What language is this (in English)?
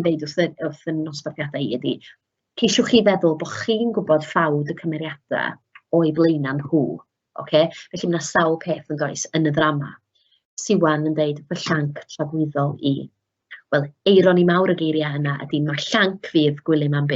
Welsh